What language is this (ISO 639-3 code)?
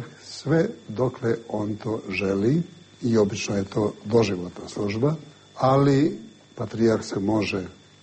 hrv